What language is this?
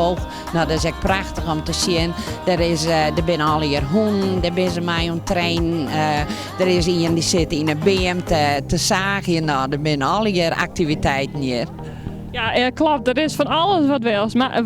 Western Frisian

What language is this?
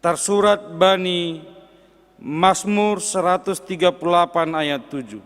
Batak Simalungun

